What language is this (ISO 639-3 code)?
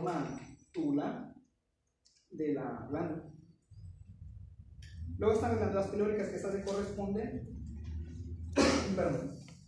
spa